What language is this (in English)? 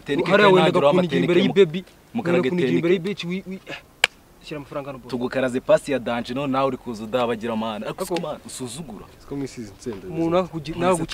Kinyarwanda